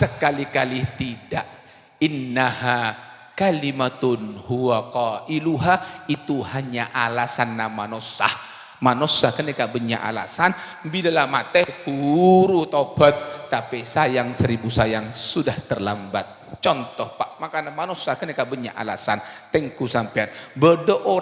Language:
Madurese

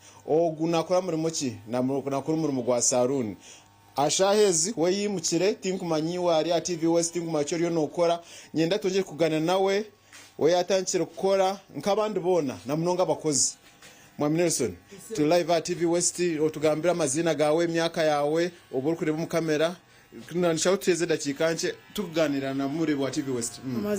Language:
Nyankole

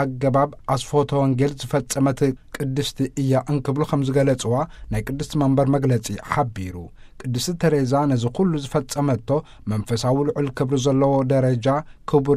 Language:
Tigrinya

